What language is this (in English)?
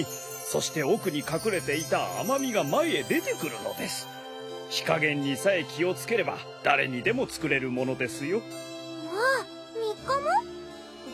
Japanese